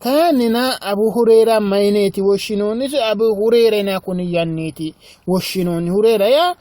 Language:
Sidamo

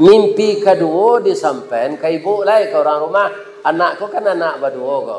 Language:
Minangkabau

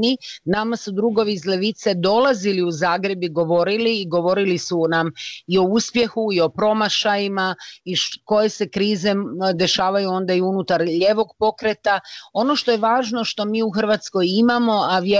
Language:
Croatian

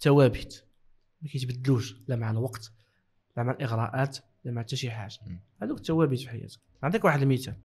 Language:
Moroccan Arabic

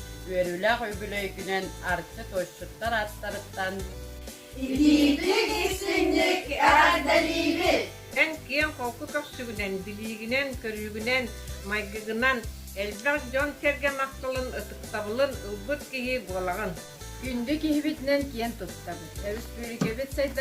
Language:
Yakut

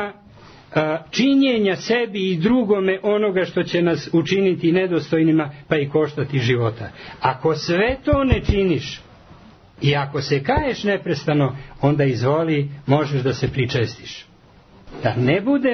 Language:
Serbian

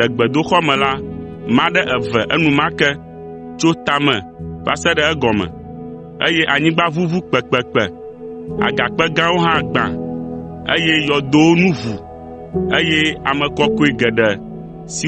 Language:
Ewe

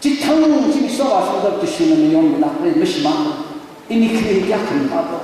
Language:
Tangkhul Naga (India)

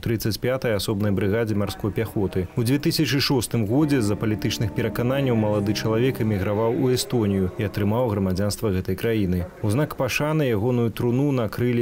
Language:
Belarusian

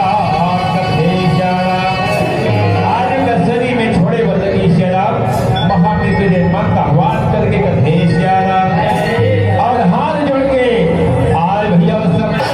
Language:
Chhattisgarhi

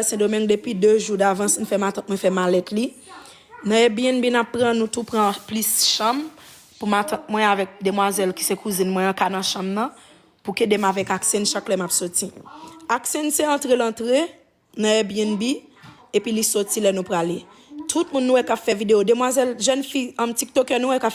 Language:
Haitian Creole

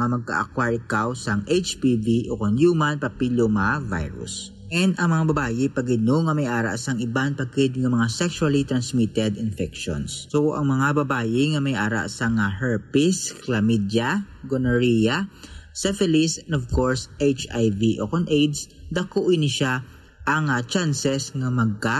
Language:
Hiligaynon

